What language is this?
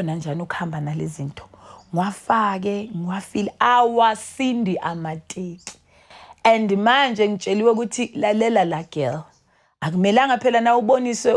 Zulu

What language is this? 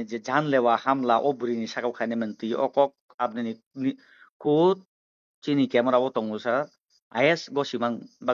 Kok Borok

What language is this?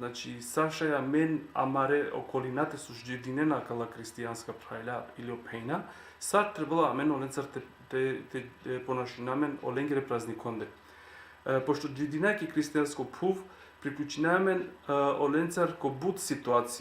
Balkan Romani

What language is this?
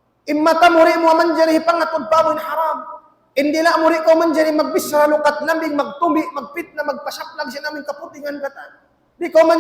Tausug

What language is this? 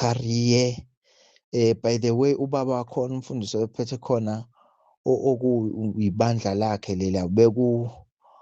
Zulu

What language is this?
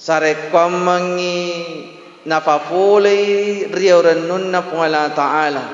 Buginese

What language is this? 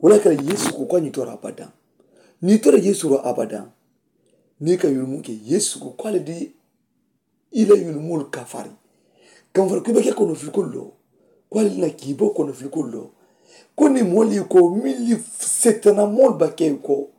Mandingo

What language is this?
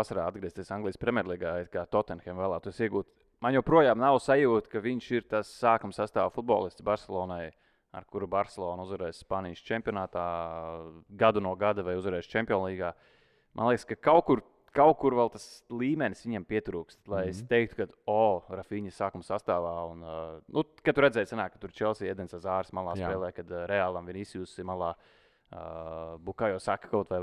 Latvian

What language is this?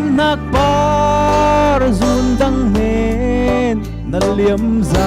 Falam Chin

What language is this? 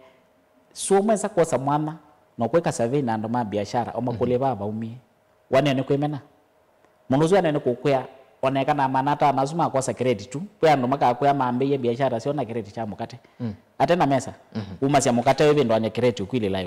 Kamba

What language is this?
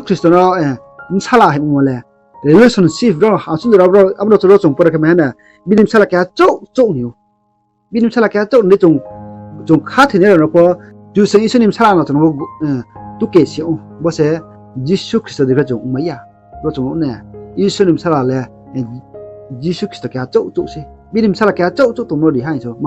Riang (India)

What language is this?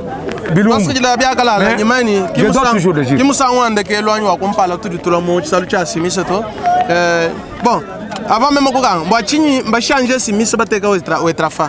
Luba-Lulua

